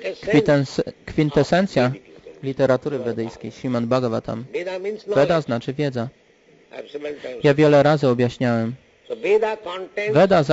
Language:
Polish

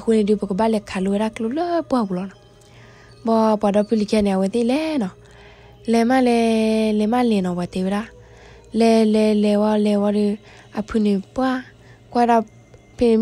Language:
S'gaw Karen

